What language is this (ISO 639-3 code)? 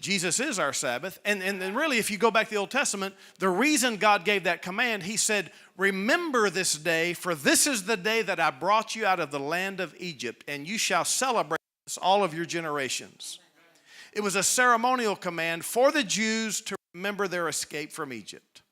eng